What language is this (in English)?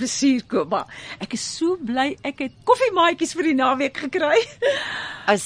Afrikaans